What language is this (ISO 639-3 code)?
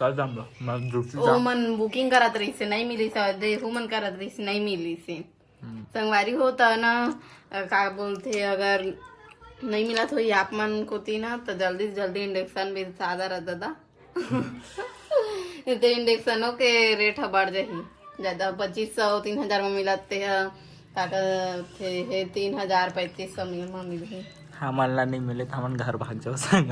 hne